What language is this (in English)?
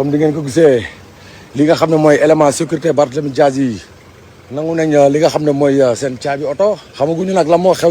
Wolof